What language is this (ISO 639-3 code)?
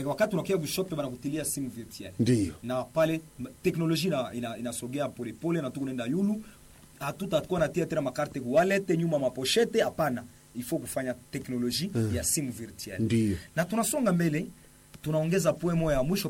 swa